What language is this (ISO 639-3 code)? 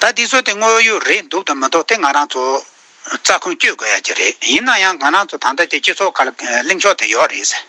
bod